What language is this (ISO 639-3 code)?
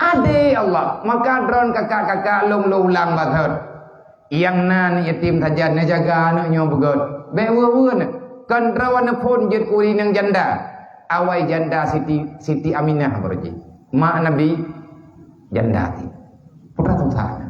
ace